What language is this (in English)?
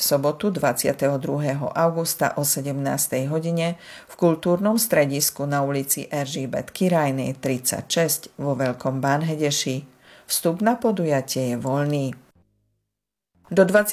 Slovak